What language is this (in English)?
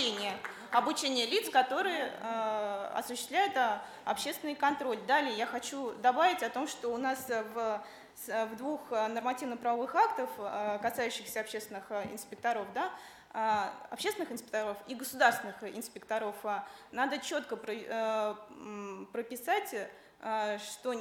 Russian